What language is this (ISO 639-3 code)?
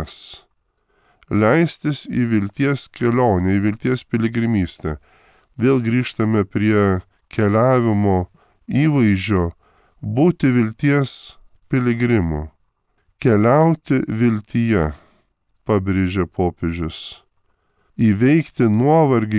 lit